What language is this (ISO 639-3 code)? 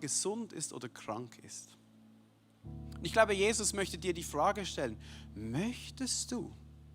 gsw